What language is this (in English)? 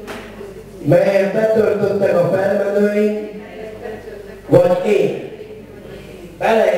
Hungarian